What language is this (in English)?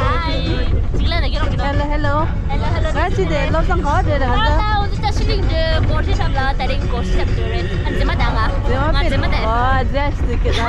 Tibetan